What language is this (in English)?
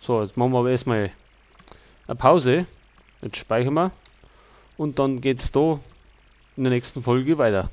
Bavarian